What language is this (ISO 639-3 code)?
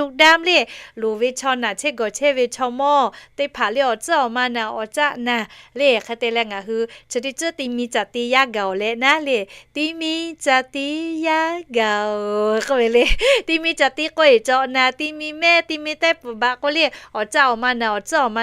lhu